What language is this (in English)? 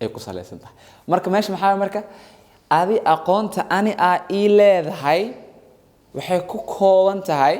Somali